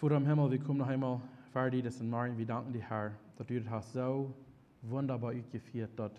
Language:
Plautdietsch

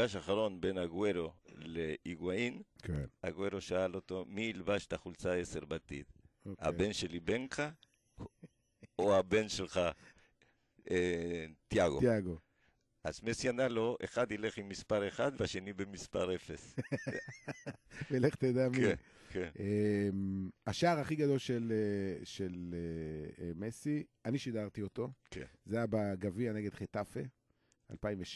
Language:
Hebrew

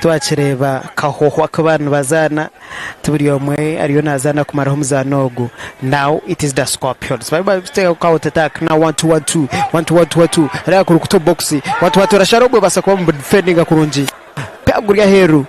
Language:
Nyankole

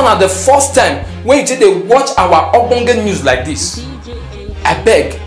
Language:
Nigerian Pidgin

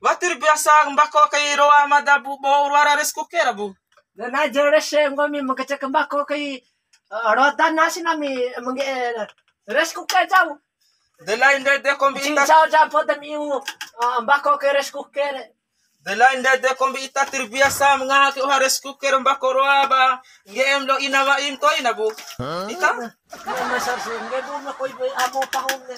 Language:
Bima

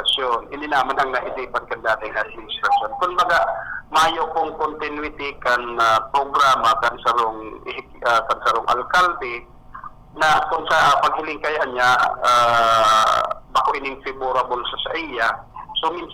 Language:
Bikol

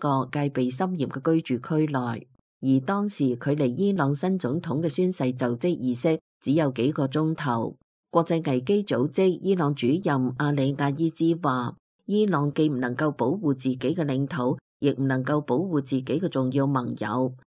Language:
Cantonese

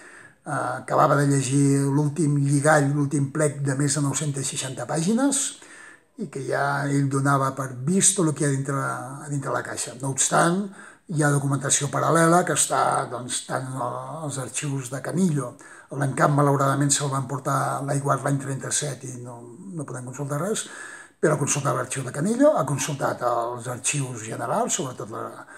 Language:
Catalan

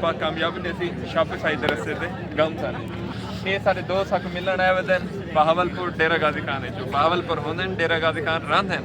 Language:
Saraiki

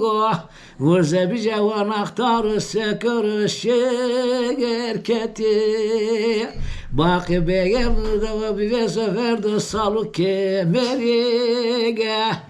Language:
Zaza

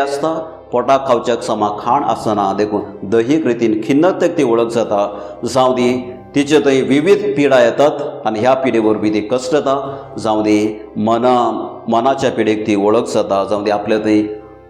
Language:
Konkani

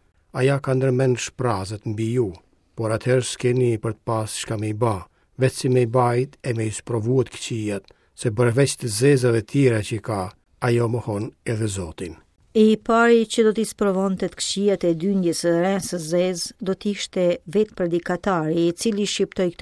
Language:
Albanian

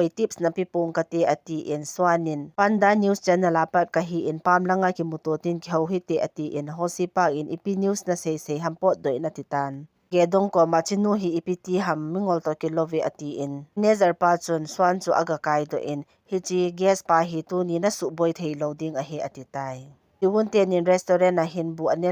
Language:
Thado Chin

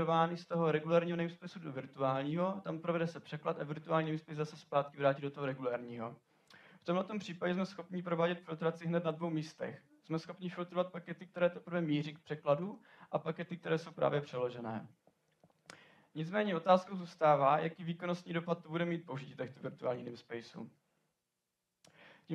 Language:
Czech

